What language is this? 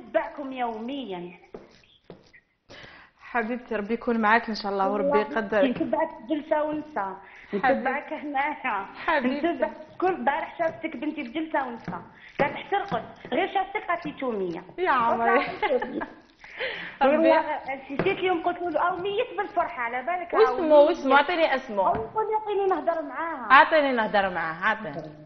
Algerian Arabic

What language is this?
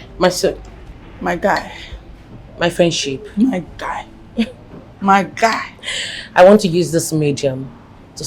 Nigerian Pidgin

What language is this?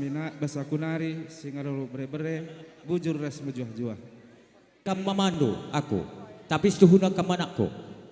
Batak Karo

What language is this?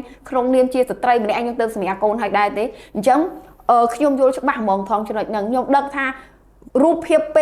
Khmer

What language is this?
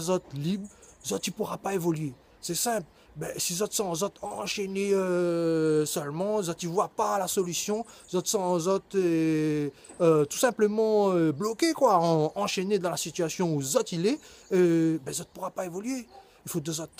Réunion Creole French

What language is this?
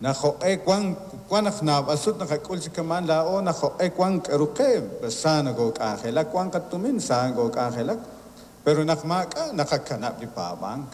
Kekchí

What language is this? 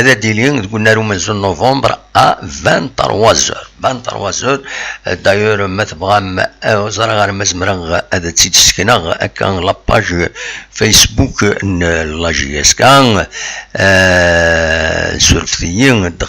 Kabyle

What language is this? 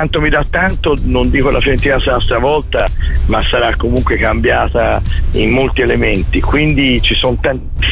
Italian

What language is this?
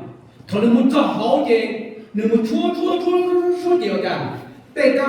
Hmong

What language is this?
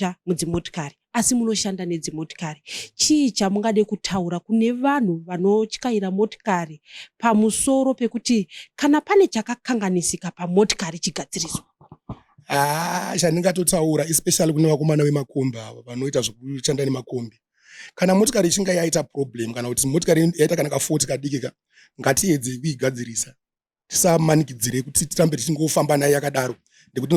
Shona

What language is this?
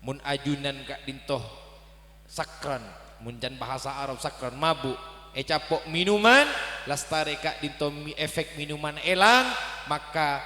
Madurese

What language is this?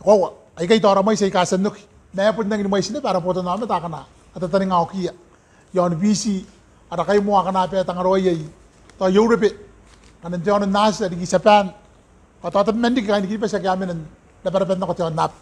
Gilbertese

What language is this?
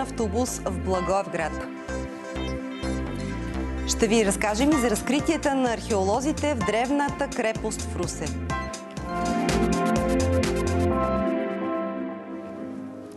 Bulgarian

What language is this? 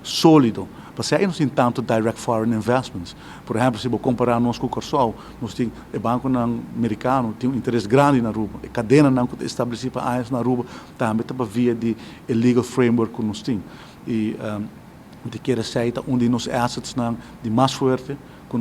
Papiamento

